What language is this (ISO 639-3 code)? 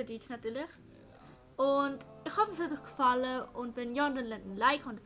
gsw